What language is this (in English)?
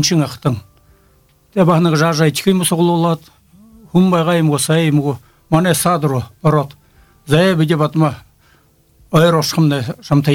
Buriat